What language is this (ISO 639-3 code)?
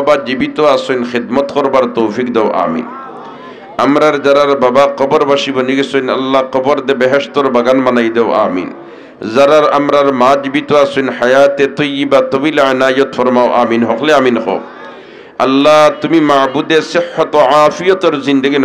syl